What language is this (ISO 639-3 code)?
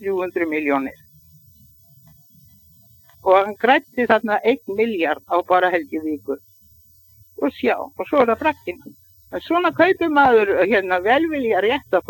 isl